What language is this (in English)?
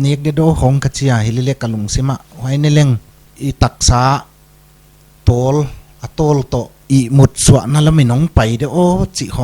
Paite Chin